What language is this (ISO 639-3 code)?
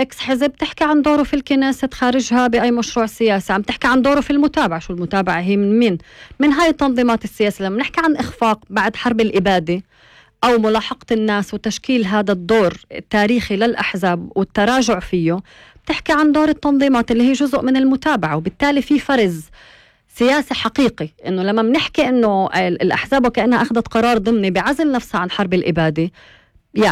apc